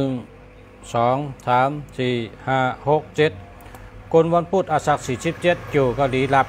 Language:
Shan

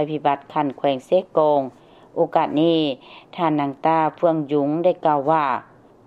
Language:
Lao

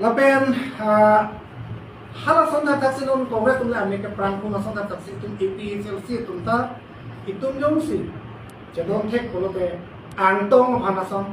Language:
Karbi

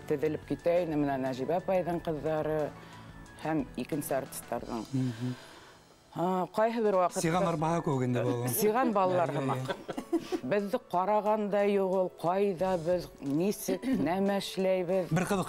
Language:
Bashkir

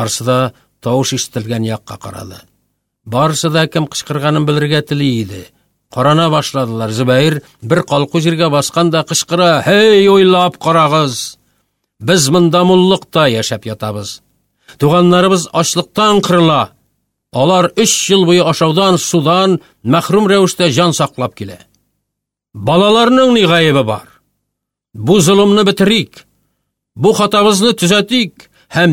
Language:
Tatar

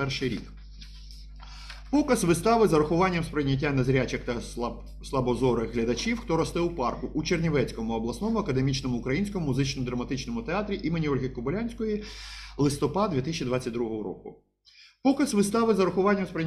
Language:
Ukrainian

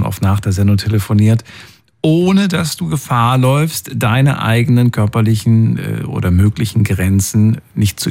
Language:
German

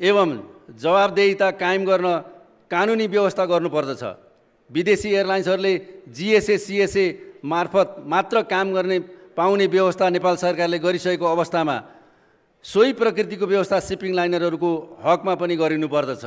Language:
Nepali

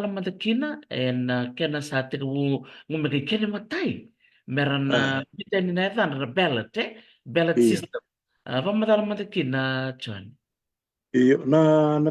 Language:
Fijian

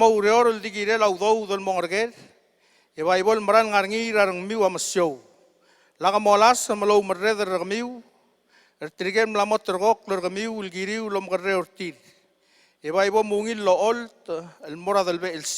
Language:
Palauan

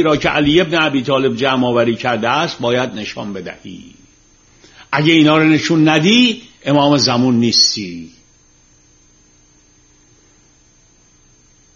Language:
Persian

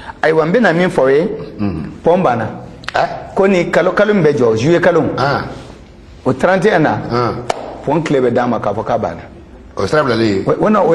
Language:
Bambara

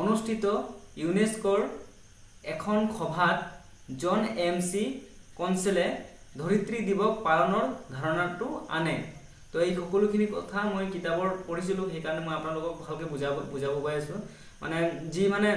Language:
Assamese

